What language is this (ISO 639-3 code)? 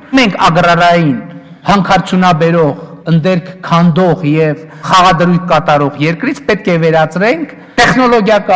hye